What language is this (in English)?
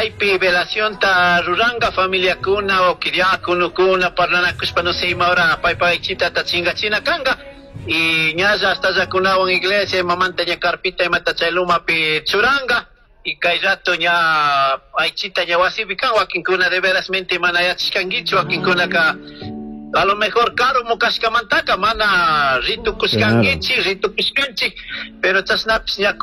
Chimborazo Highland Quichua